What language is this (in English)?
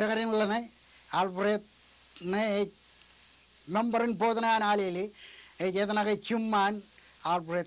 Marshallese